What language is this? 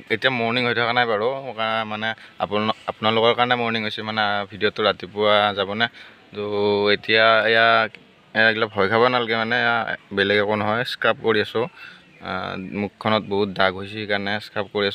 Assamese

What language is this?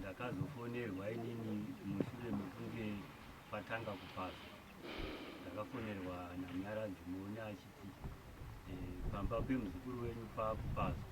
Shona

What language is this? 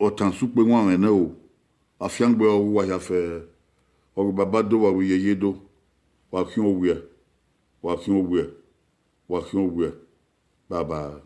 Bini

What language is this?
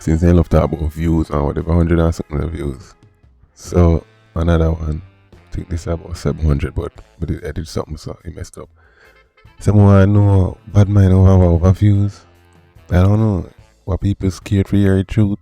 Jamaican Creole English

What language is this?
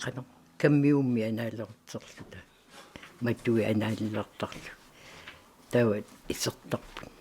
Kalaallisut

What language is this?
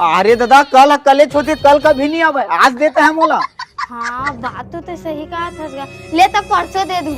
Chhattisgarhi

